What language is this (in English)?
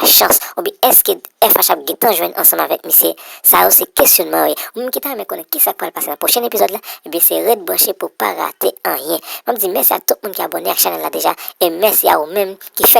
Haitian Creole